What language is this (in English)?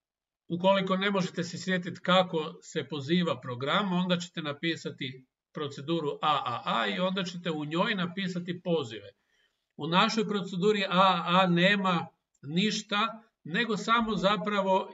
Croatian